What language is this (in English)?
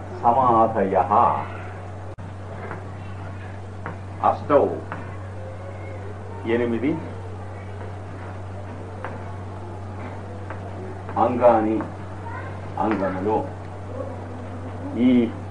Telugu